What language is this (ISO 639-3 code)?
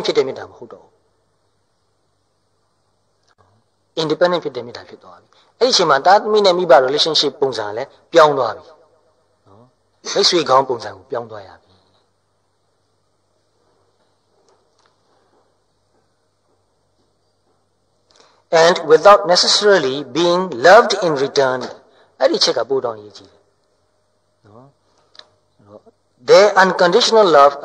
mya